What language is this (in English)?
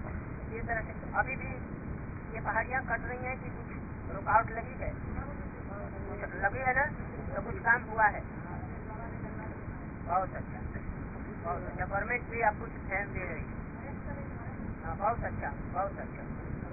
Hindi